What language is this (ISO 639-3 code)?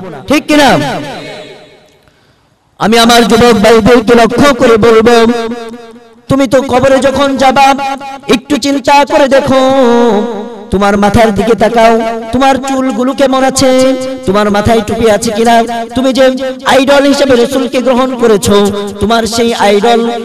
ben